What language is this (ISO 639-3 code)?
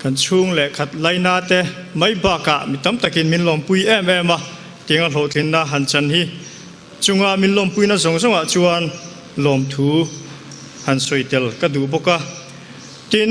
cnh